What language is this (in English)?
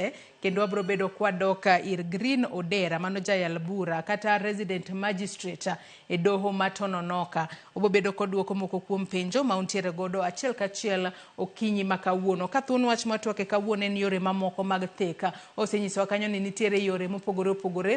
Luo (Kenya and Tanzania)